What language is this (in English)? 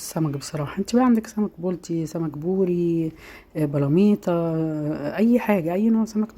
Egyptian Arabic